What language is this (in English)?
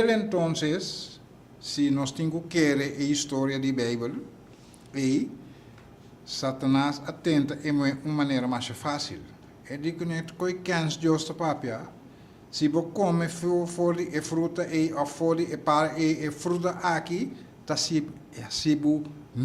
Papiamento